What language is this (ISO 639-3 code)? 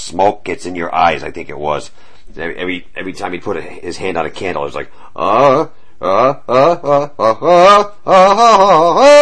eng